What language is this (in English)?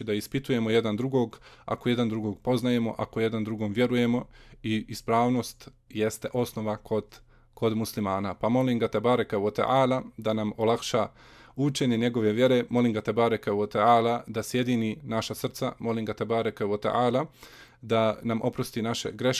Bosnian